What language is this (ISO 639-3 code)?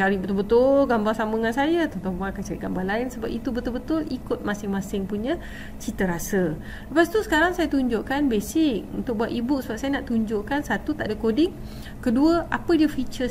msa